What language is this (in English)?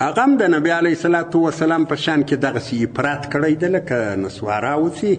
Pashto